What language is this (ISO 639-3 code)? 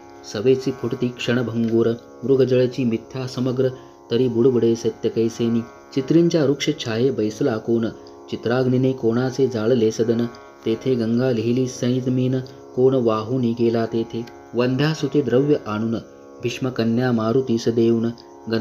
mar